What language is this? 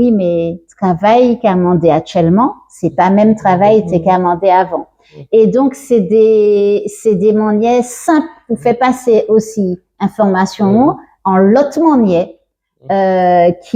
Guadeloupean Creole French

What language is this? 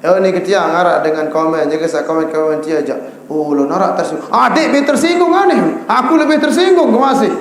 Sasak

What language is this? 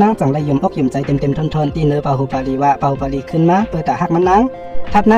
Shan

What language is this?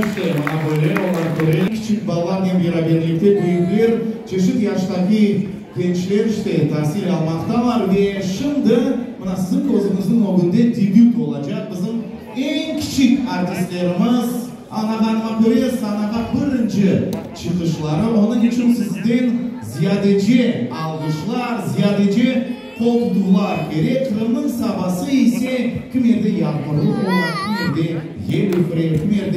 Crimean Tatar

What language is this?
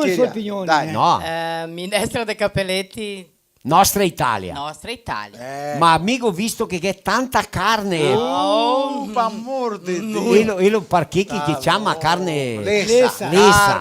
Venetian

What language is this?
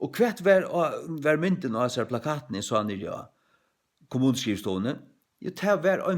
Faroese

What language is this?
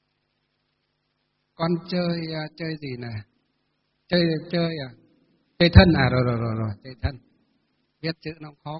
Vietnamese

